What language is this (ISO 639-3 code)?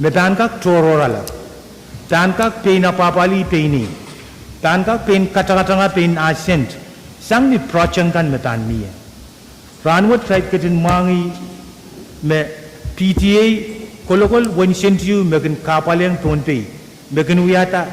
pon